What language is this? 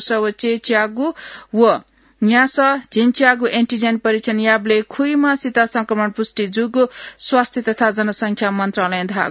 Newari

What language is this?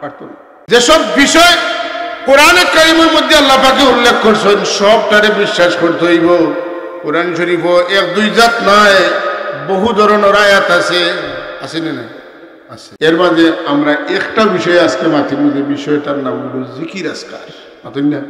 Sylheti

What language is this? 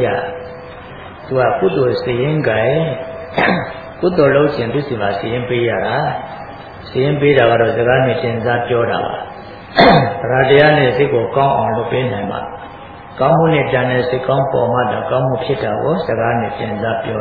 Burmese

